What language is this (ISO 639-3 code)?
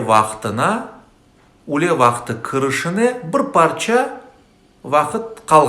crh